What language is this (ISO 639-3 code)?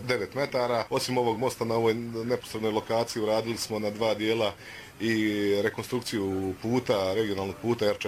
bos